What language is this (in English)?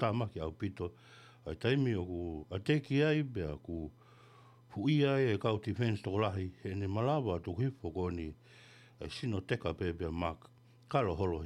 Tongan